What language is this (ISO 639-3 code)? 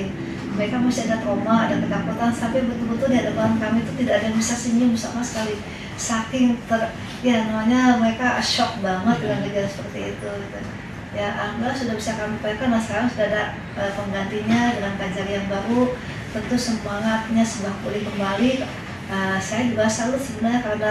ind